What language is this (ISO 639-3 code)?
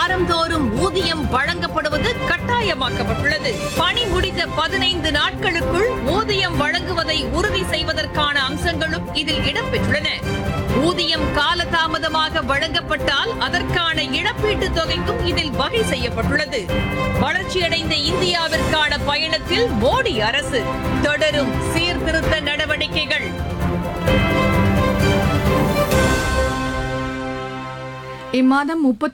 tam